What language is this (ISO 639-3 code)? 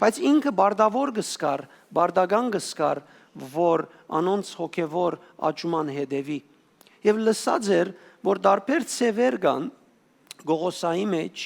hyw